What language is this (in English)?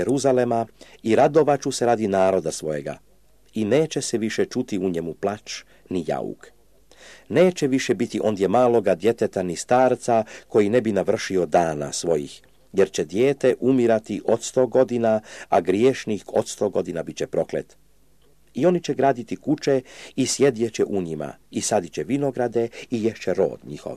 Serbian